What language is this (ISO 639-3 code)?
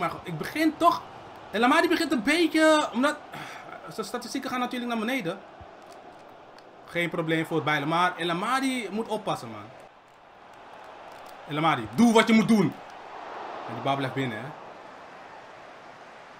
nld